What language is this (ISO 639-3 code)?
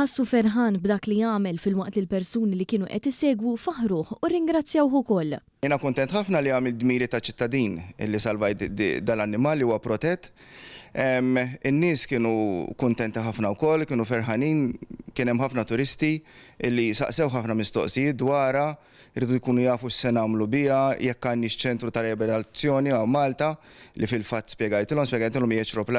mlt